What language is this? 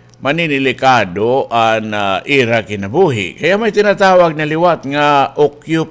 Waray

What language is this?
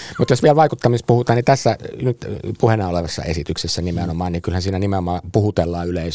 Finnish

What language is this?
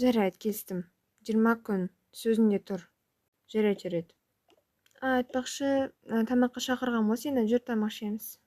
Kazakh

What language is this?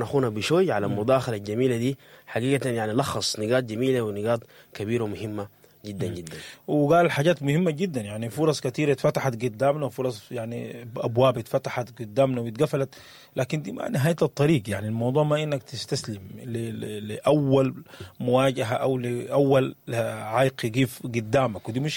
Sudanese Arabic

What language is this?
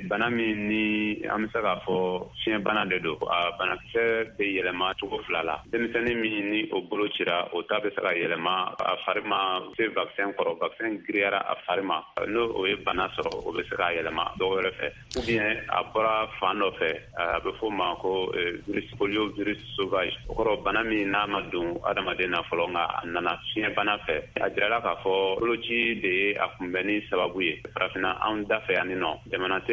Bambara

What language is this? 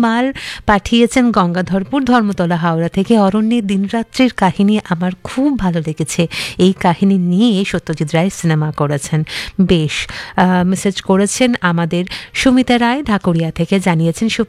Bangla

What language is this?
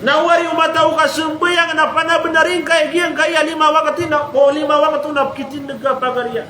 Maranao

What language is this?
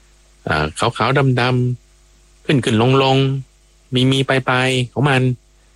Thai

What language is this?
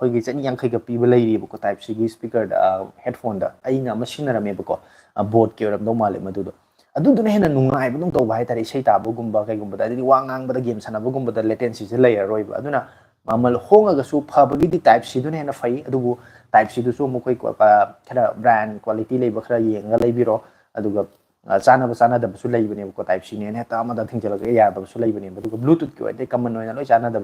Manipuri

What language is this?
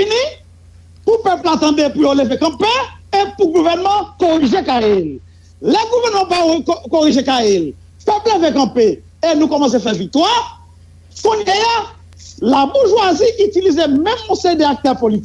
Haitian Creole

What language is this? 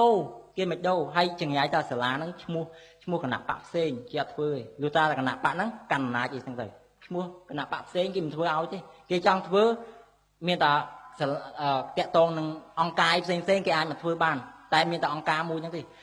Khmer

